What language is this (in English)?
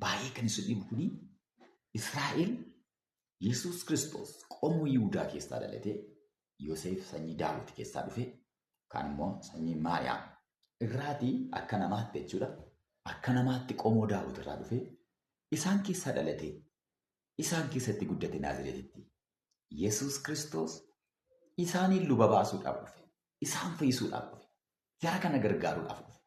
Oromo